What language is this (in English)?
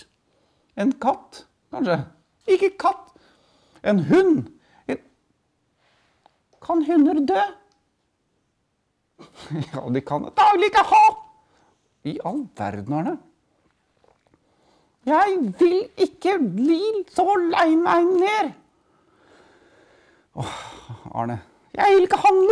Norwegian